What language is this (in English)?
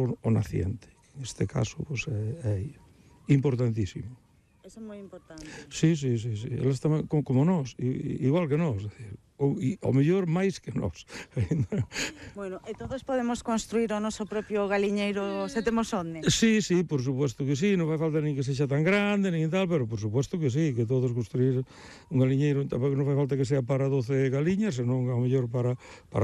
Galician